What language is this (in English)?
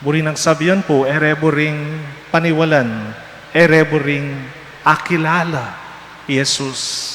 Pampanga